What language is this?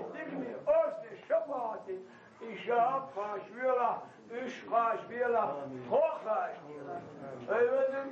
Chechen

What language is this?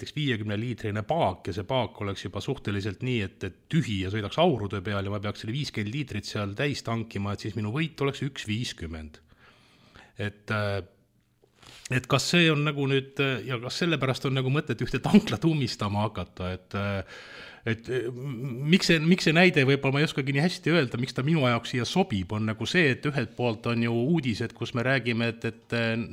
Estonian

